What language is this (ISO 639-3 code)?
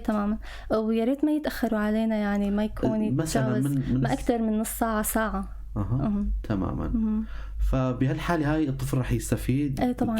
apc